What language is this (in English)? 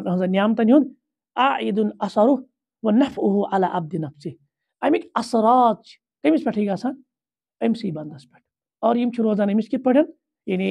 Kashmiri